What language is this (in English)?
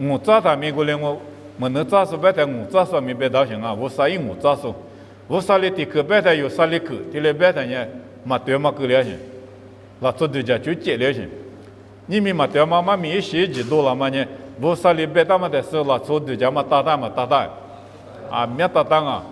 Lisu